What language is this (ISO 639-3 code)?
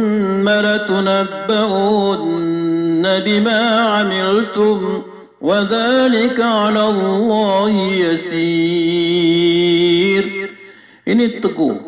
mrw